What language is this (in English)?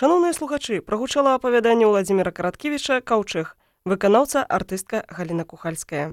Belarusian